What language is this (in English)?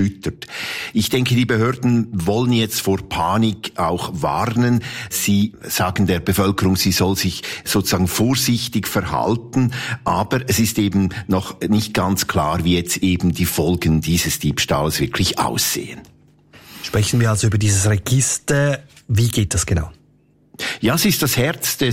German